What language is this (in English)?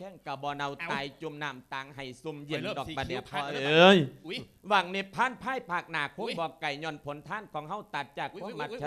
Lao